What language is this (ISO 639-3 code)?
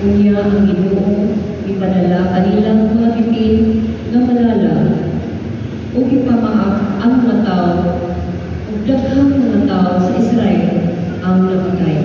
ceb